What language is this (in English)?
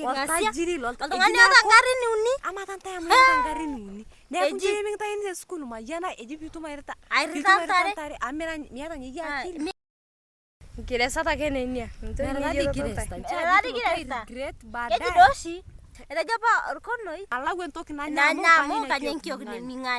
Masai